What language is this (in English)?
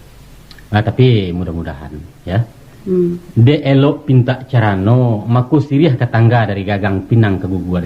Minangkabau